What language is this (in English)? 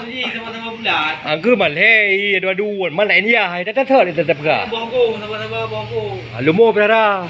Achinese